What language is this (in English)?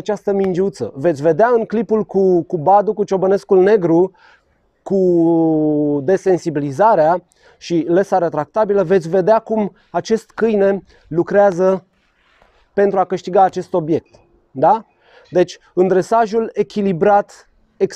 Romanian